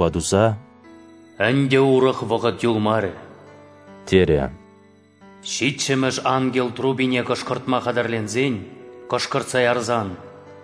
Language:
Chuvash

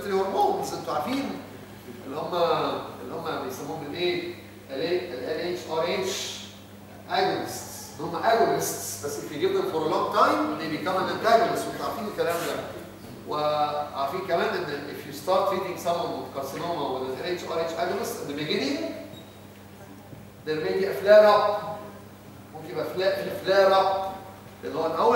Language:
Egyptian Arabic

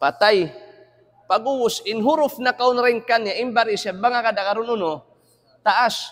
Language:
Tausug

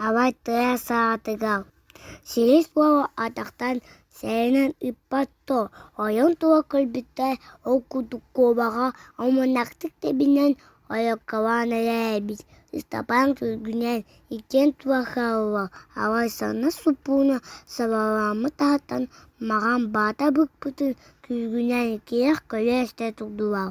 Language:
Yakut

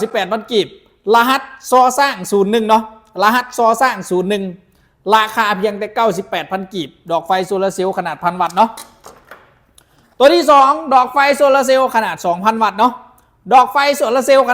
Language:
Lao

